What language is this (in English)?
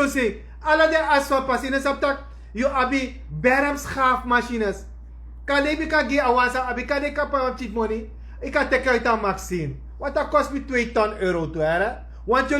Sranan Tongo